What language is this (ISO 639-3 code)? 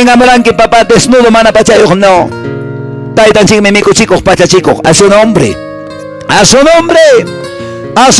que